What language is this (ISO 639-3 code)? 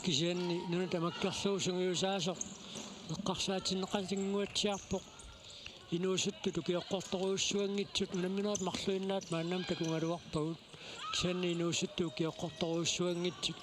kal